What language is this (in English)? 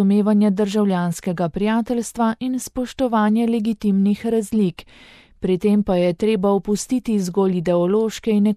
Slovenian